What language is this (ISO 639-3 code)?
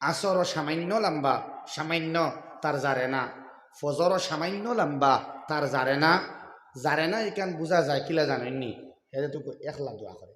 syl